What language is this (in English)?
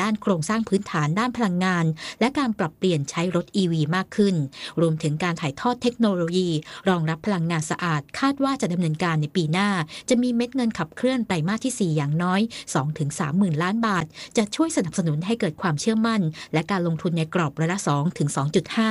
Thai